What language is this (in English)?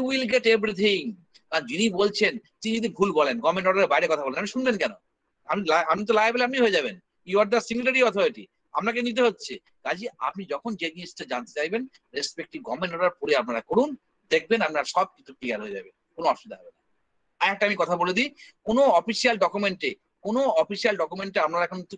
Bangla